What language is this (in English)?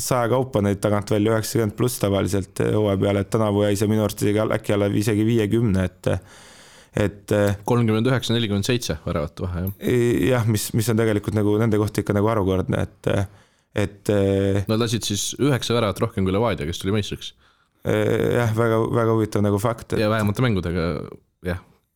Estonian